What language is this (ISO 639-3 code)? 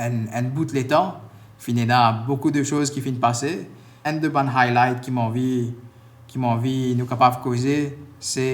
mfe